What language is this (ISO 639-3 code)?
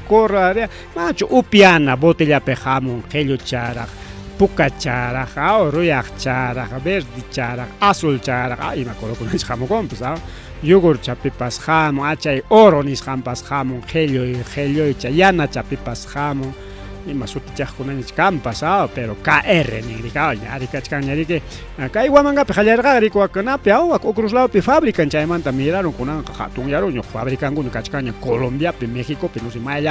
quy